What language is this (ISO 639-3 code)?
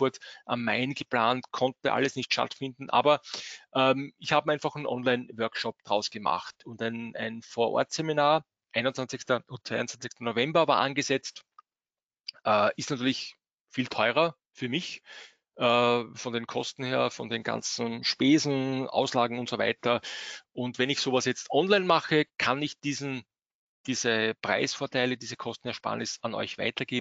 deu